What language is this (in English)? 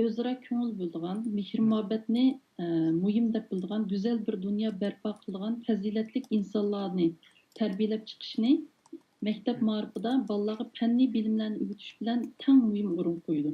Uyghur